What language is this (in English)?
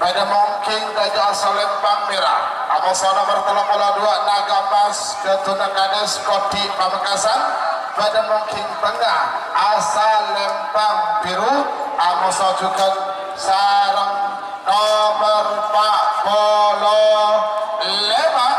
Madurese